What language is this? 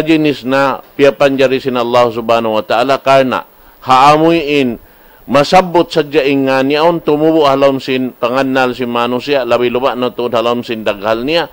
Tausug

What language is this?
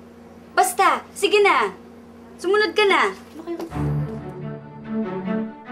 Filipino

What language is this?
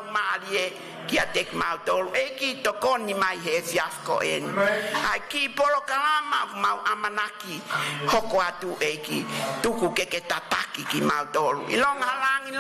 Tongan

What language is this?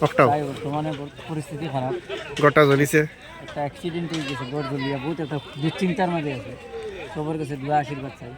Sylheti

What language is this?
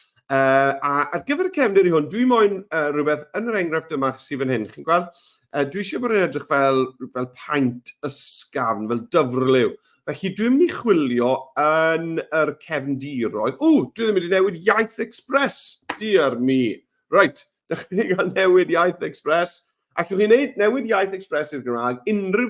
Welsh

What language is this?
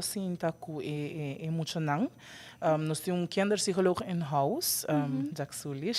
Papiamento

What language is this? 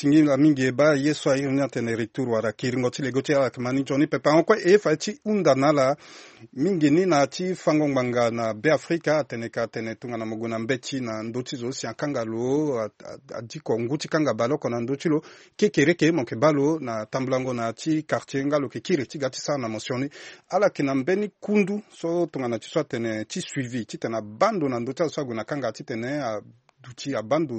Sango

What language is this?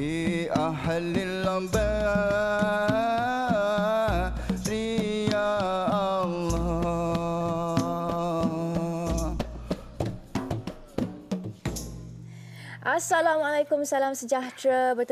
Malay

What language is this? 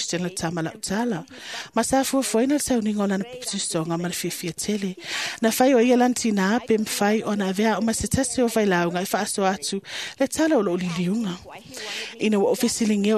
Samoan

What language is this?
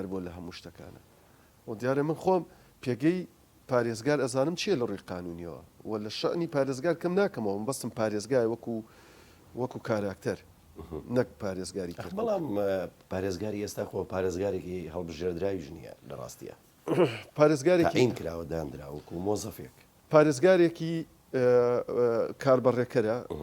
Central Kurdish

